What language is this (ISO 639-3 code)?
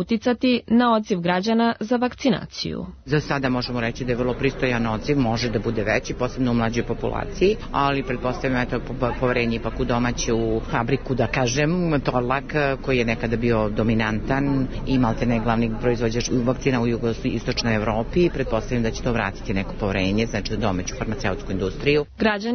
srp